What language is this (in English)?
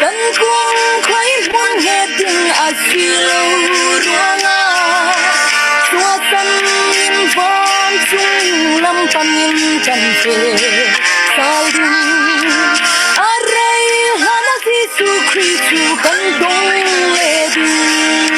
Falam Chin